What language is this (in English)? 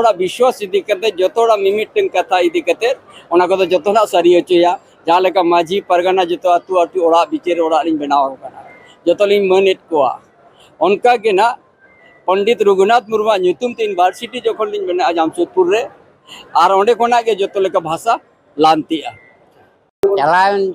Santali